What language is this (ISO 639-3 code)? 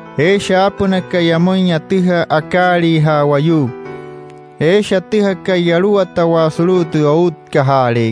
guc